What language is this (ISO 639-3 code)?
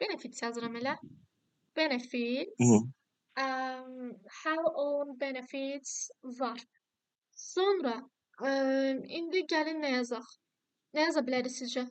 aze